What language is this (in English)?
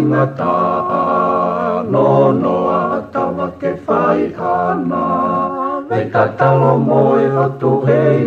Tongan